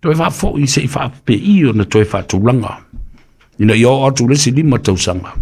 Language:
Samoan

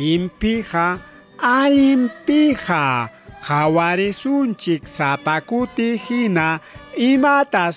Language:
Ayacucho Quechua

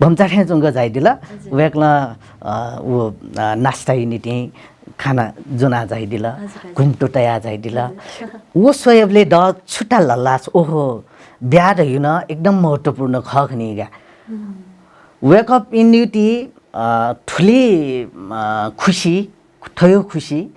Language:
Newari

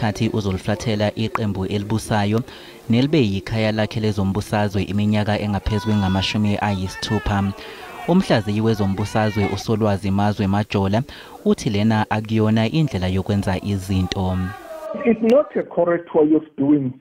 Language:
Zulu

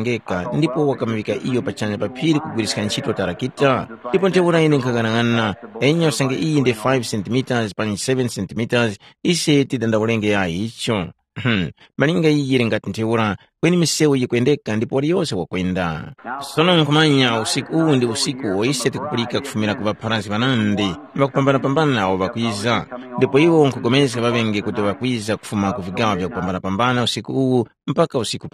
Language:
Tumbuka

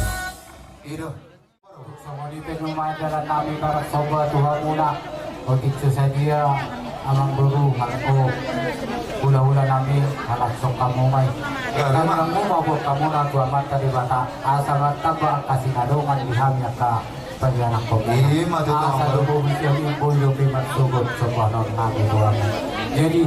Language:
Batak Toba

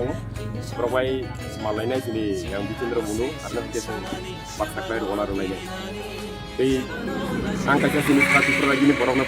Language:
Kok Borok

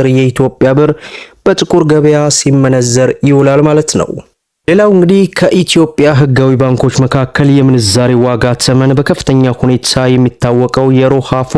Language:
Amharic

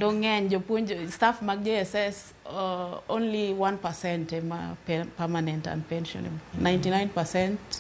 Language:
Luo (Kenya and Tanzania)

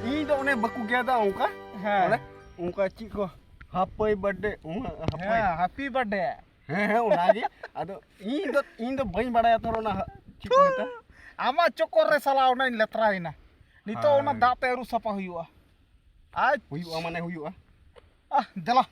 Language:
Santali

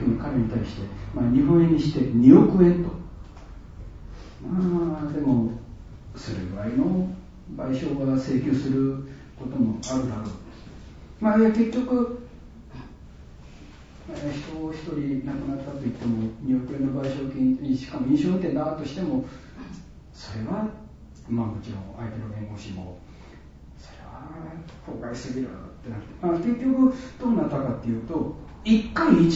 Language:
Japanese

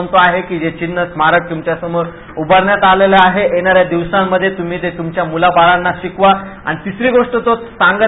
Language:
Marathi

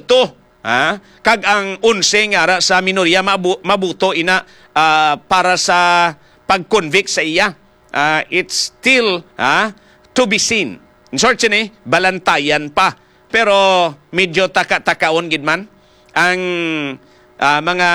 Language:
Hiligaynon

